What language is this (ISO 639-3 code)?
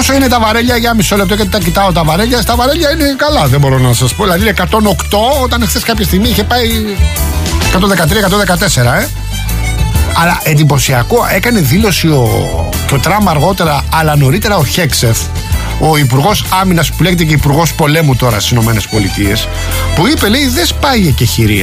ell